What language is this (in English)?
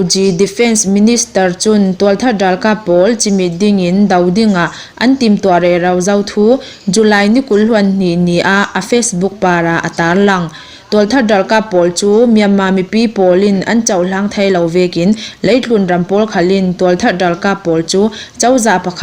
Hakha Chin